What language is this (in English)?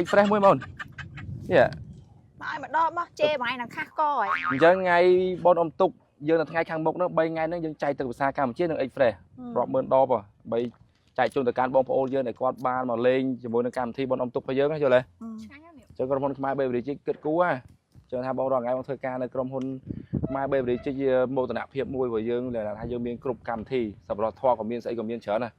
Khmer